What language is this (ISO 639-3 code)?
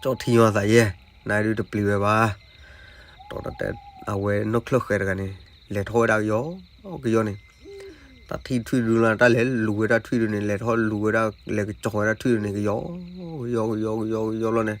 ksw